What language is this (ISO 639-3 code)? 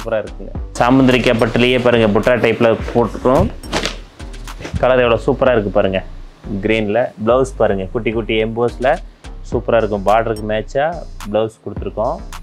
tam